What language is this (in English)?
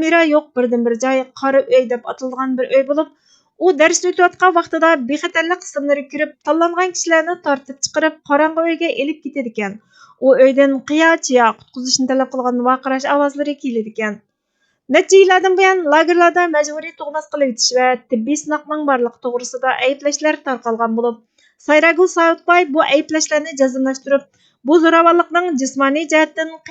Uyghur